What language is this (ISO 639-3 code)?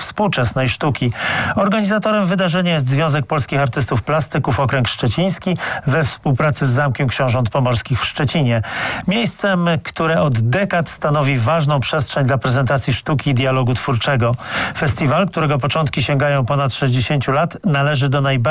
pol